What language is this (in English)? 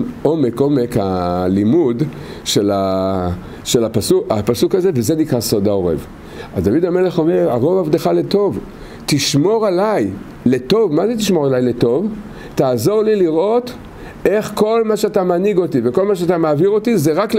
Hebrew